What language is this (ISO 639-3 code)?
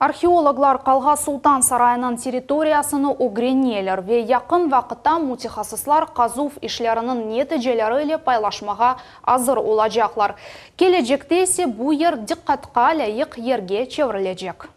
crh